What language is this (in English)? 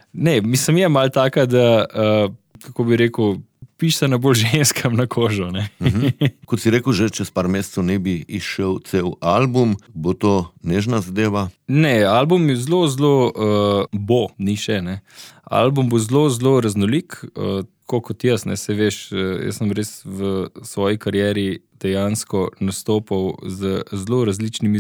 Slovenian